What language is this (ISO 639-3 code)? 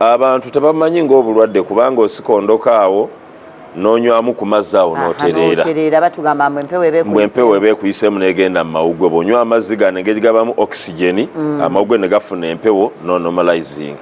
lug